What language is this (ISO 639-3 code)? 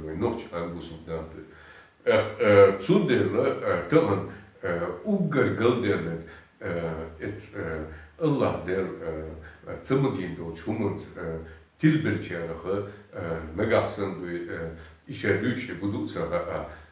che